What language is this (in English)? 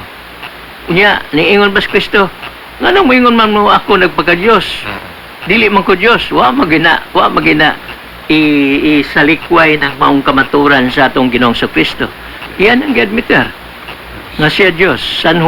Cebuano